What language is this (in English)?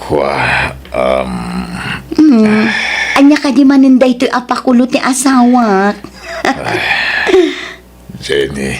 Iloko